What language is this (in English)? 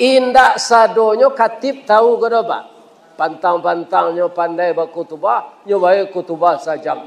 Minangkabau